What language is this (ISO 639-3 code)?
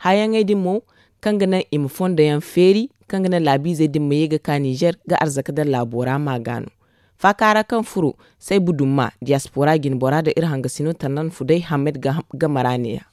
dje